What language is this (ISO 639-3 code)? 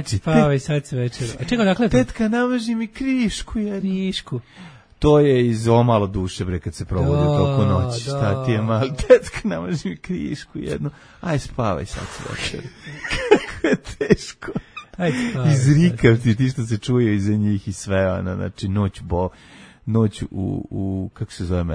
srp